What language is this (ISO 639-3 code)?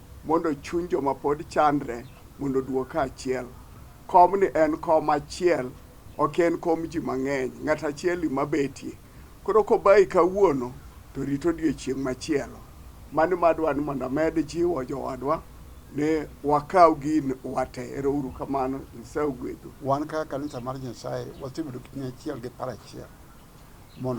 luo